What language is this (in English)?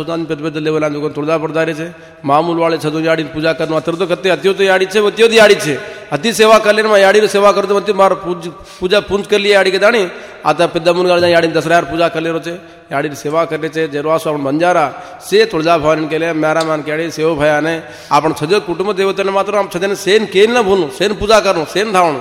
Lambadi